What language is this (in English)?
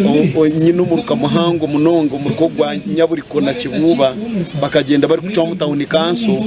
Nyankole